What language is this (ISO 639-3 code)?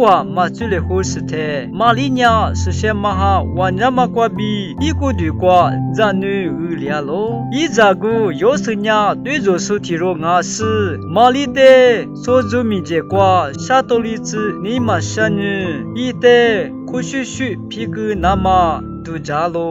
lis